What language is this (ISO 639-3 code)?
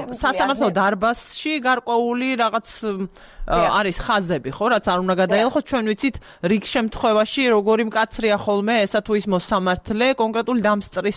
kat